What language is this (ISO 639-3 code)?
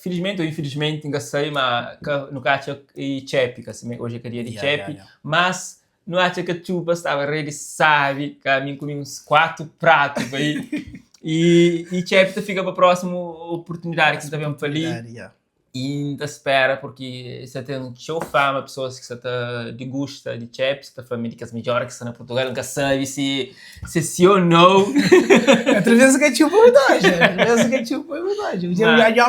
kea